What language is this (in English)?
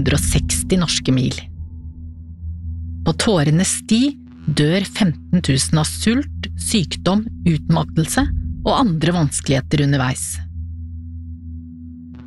Norwegian